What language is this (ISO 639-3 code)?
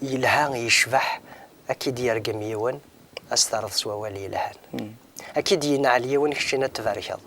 kab